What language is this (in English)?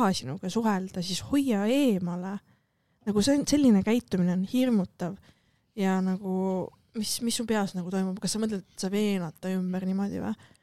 Estonian